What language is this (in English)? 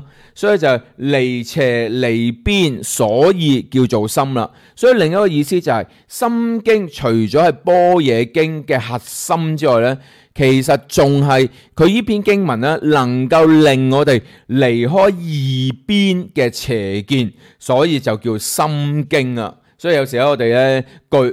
Cantonese